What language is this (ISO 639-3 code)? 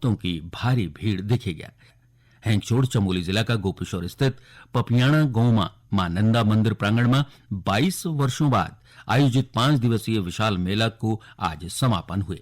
gbm